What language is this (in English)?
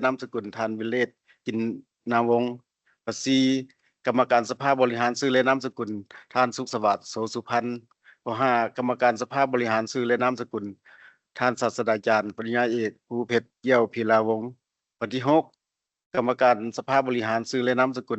Lao